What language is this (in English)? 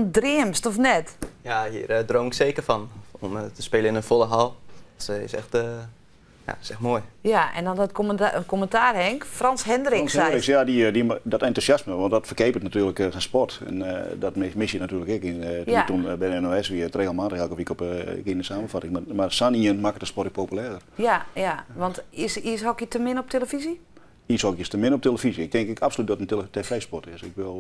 Western Frisian